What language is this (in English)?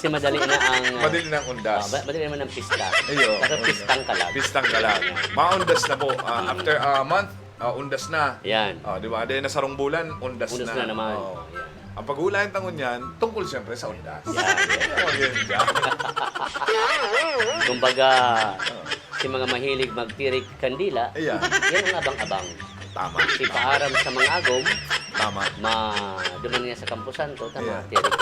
Bikol